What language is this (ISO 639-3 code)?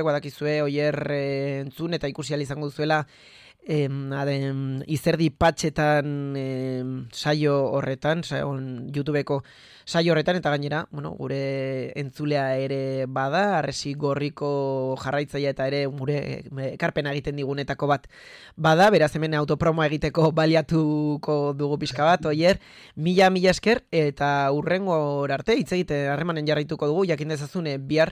eus